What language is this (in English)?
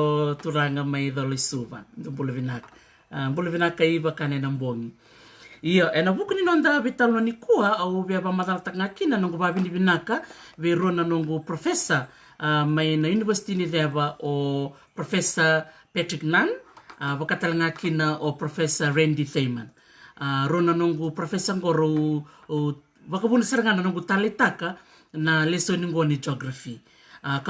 Fijian